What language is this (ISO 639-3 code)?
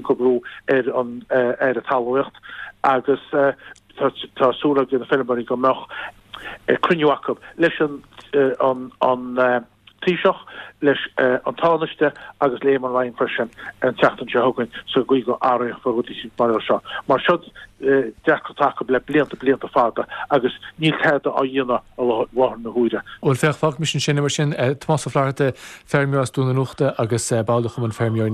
gle